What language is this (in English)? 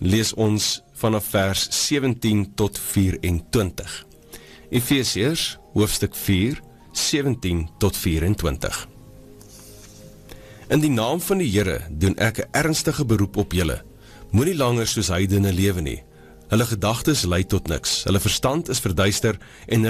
Afrikaans